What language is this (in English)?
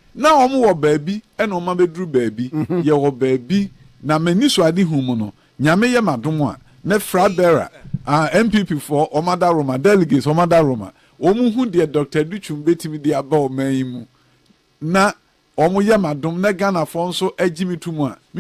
Akan